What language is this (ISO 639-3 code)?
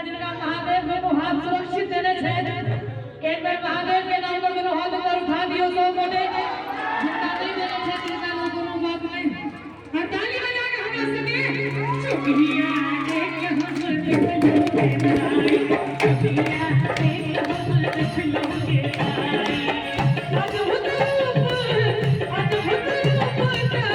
mai